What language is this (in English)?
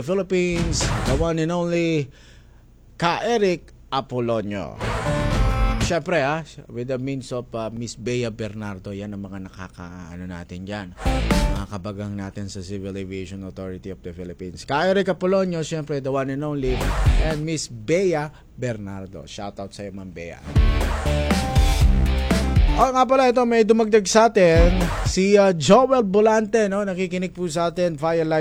Filipino